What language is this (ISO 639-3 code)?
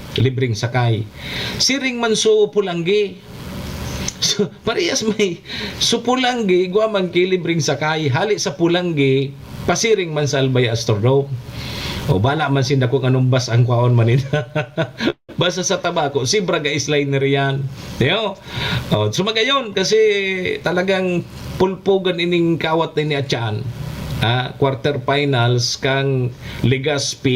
bik